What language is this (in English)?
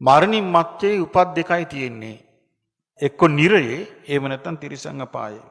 Sinhala